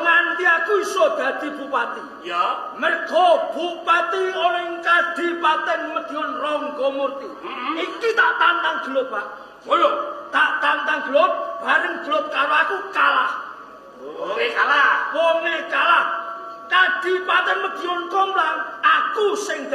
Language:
Javanese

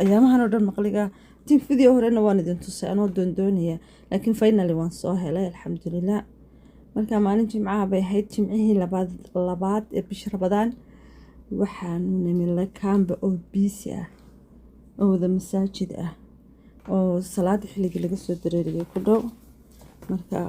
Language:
Somali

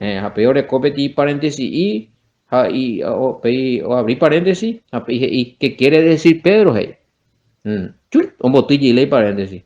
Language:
Guarani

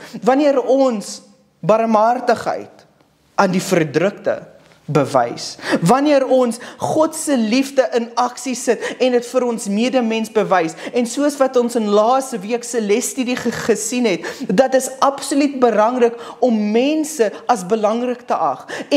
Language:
Afrikaans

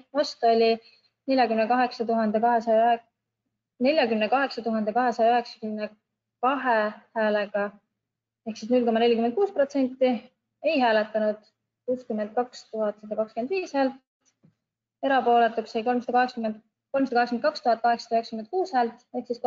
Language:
Estonian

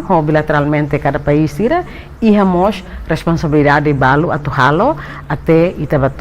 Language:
Tetum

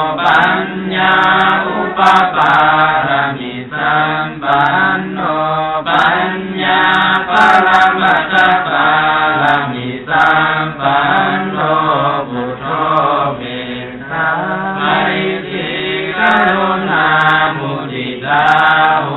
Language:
Pali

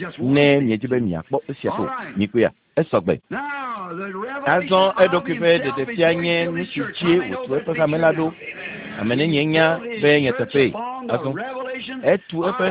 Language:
Ewe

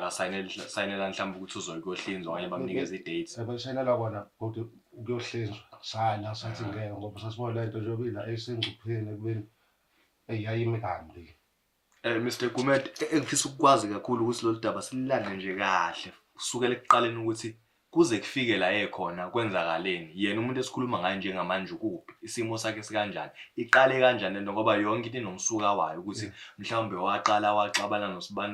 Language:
Zulu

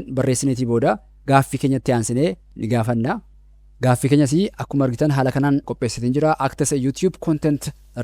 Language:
Oromo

